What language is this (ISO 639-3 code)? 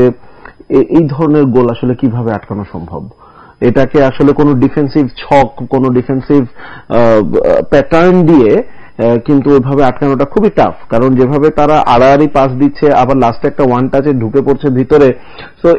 ben